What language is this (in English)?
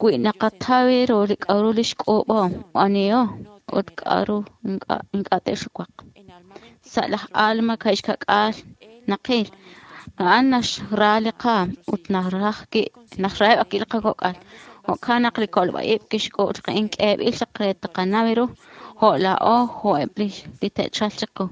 Kekchí